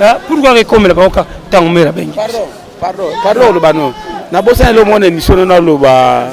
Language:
Lingala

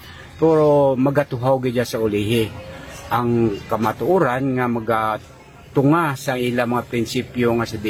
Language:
Hiligaynon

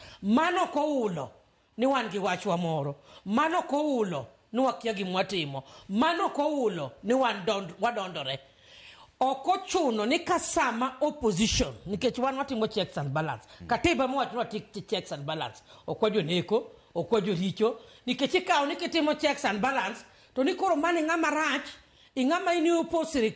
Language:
Luo (Kenya and Tanzania)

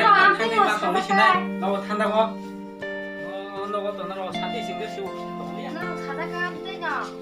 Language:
Kok Borok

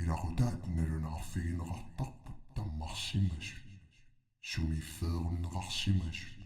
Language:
Kalaallisut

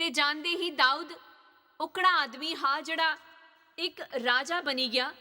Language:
Dogri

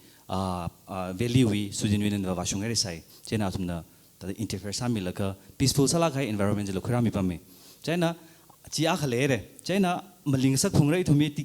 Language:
Tangkhul Naga (India)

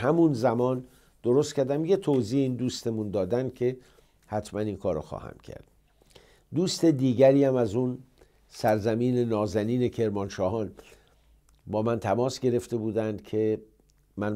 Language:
Persian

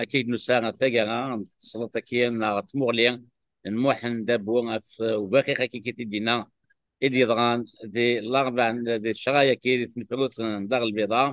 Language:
Kabyle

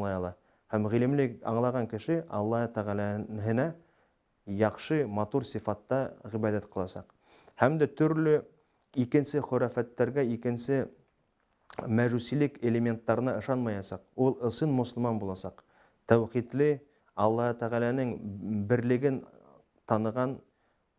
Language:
Bashkir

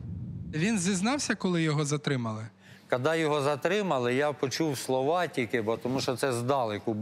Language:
Ukrainian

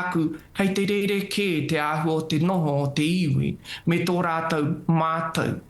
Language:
Māori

